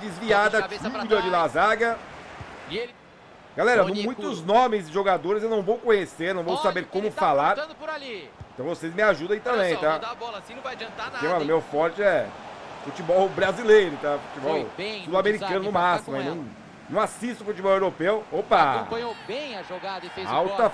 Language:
Portuguese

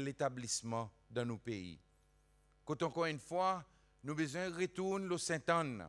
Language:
Seselwa Creole French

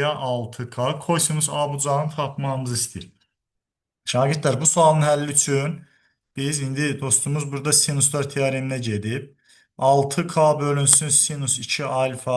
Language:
Azerbaijani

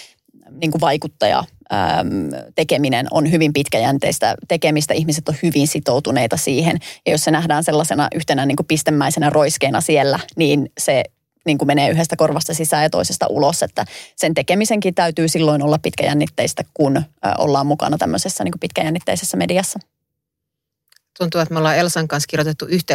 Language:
Finnish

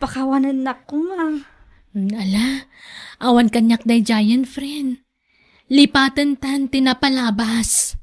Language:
Iloko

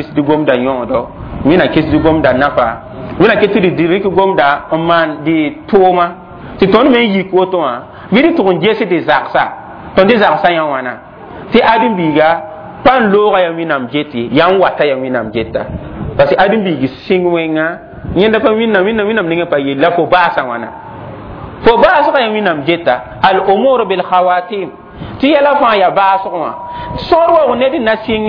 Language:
Mossi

